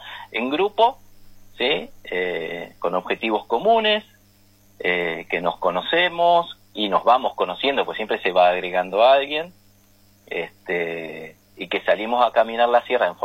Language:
Spanish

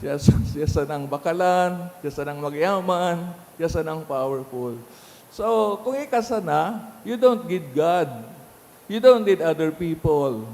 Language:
Bikol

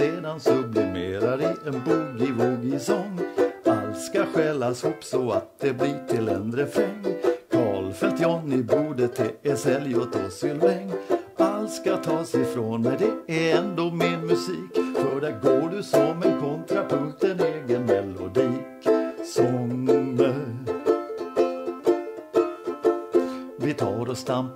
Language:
Swedish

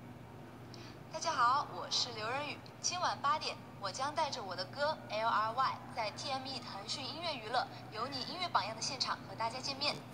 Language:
Chinese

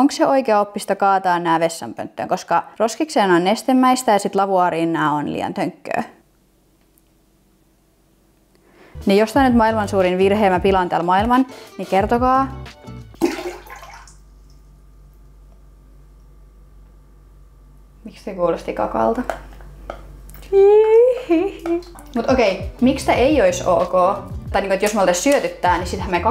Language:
Finnish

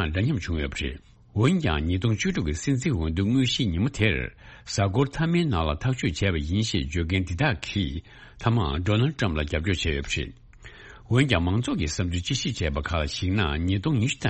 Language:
Tibetan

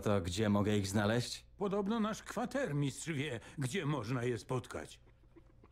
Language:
Polish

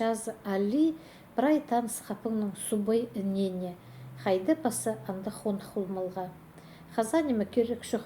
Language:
Khakas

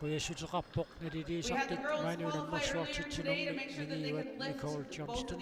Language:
Kalaallisut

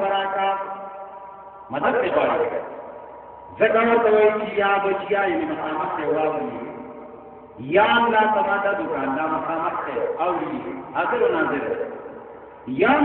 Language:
Urdu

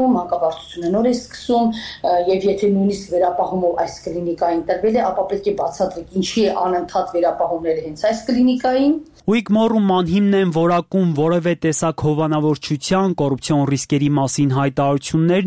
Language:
Armenian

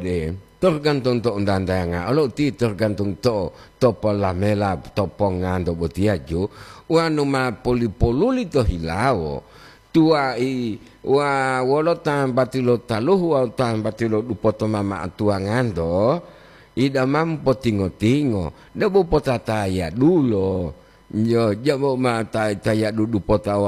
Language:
Gorontalo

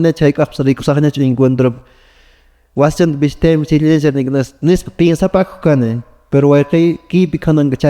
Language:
Quechua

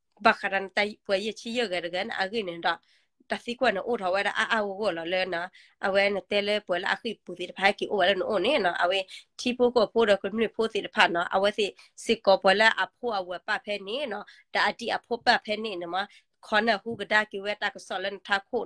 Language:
S'gaw Karen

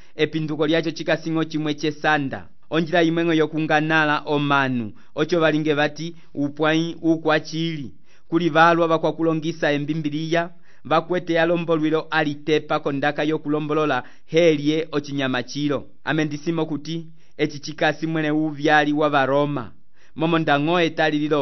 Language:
Umbundu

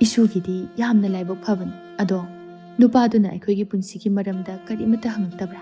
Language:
Manipuri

